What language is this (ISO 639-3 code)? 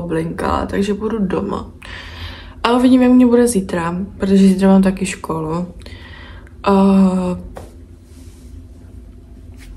ces